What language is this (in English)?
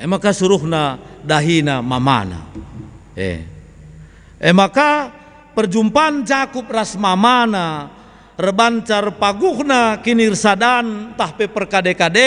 Batak Karo